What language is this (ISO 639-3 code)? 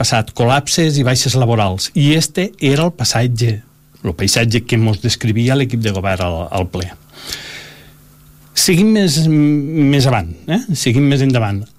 cat